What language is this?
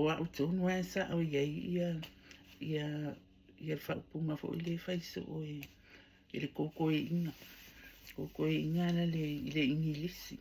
Samoan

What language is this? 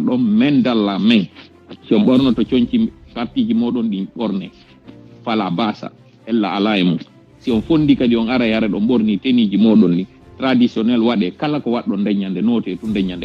Fula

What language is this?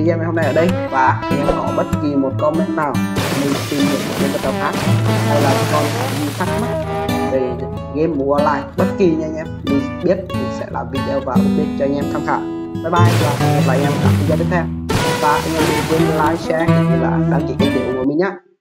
Vietnamese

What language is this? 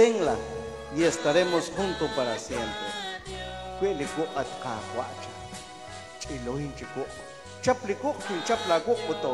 Kekchí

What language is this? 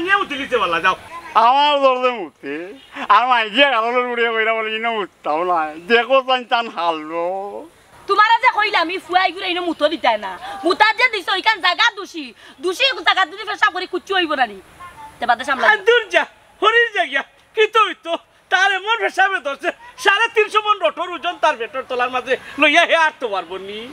Sylheti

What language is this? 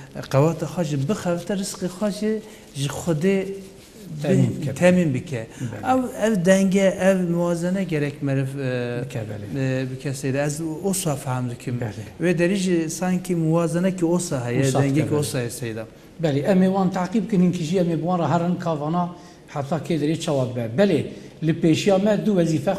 Kurdish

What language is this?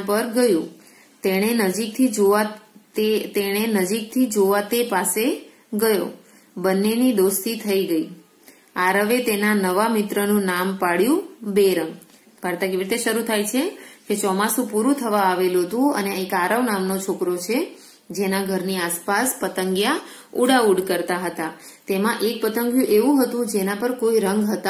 Gujarati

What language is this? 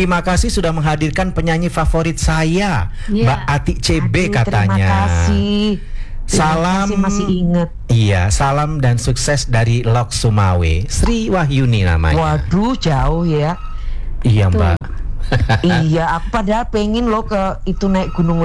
Indonesian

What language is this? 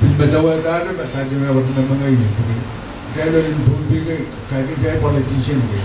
Pohnpeian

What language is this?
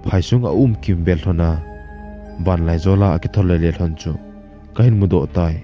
Thado Chin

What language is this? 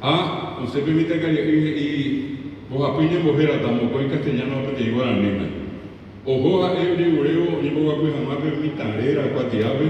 Guarani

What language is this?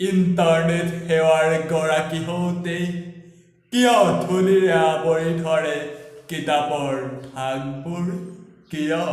Assamese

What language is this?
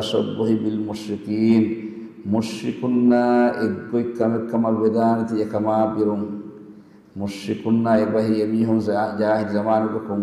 Divehi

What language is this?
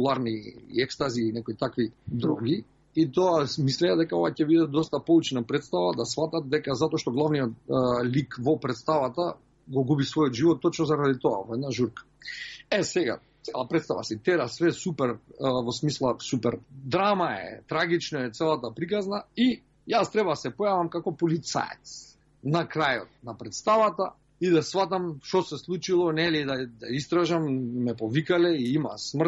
Macedonian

